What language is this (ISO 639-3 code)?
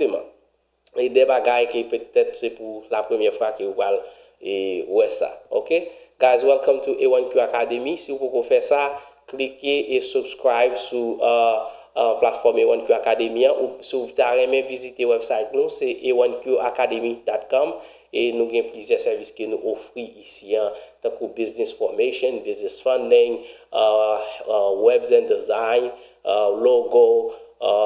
hat